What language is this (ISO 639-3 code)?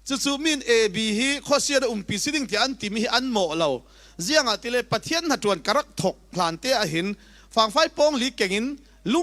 cfm